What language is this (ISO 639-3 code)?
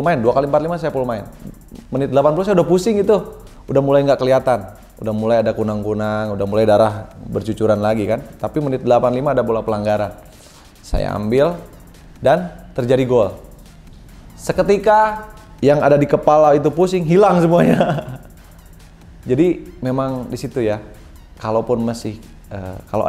ind